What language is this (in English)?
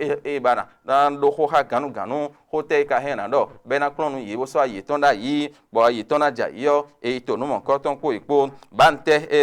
Fon